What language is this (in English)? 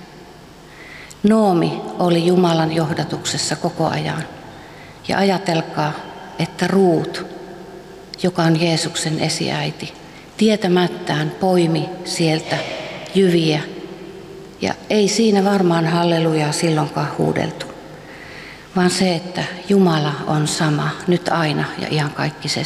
Finnish